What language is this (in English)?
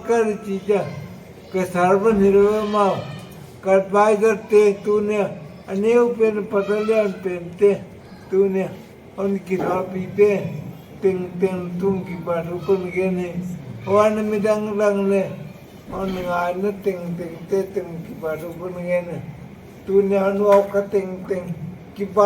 Paite Chin